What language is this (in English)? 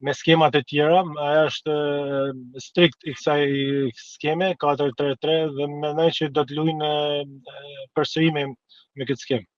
Albanian